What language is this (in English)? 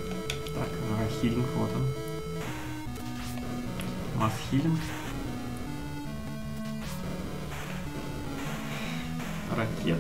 Russian